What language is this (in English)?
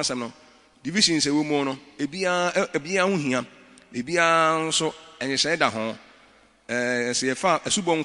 Akan